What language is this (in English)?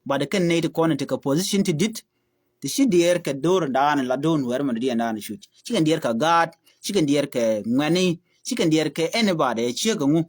Nuer